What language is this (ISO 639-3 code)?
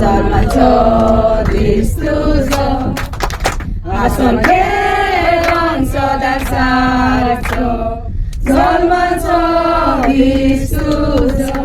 kok